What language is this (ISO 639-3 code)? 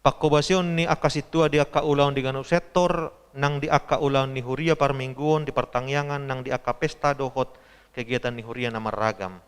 bbc